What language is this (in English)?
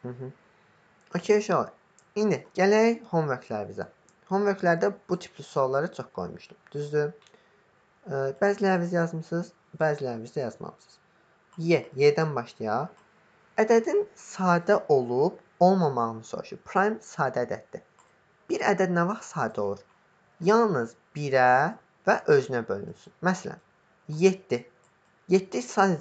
Azerbaijani